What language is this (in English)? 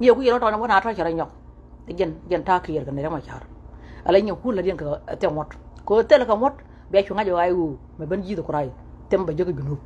Nuer